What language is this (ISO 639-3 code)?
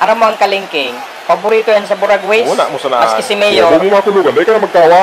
bik